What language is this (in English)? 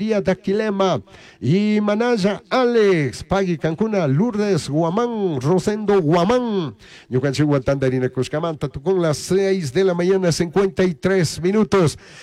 Chimborazo Highland Quichua